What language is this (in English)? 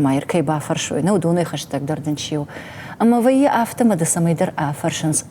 Ossetic